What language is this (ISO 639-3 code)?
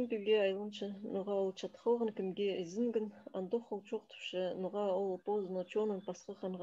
kjh